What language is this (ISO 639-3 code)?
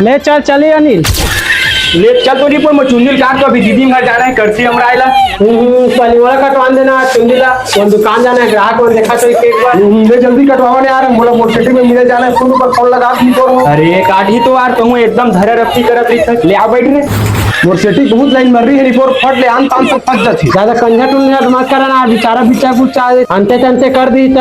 hne